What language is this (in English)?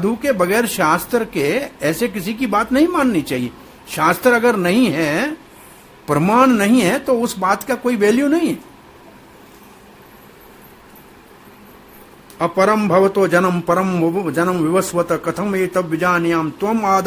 Hindi